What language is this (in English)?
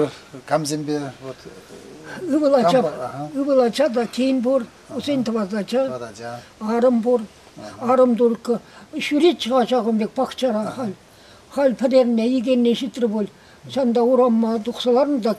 Chuvash